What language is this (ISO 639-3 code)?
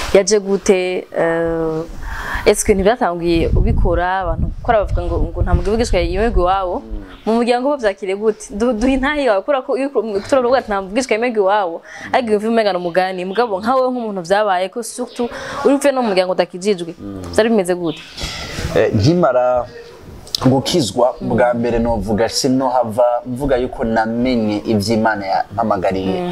run